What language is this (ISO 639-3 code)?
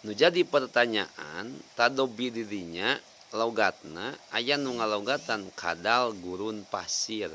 sun